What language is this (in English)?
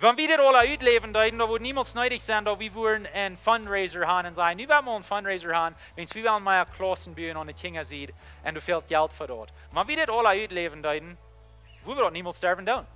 Plautdietsch